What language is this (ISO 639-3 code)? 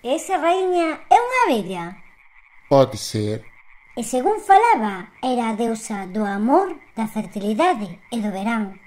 glg